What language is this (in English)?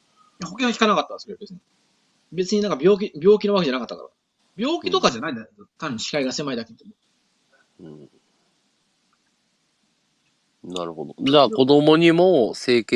Japanese